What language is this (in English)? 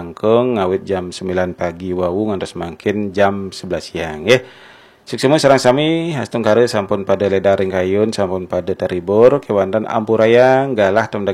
Balinese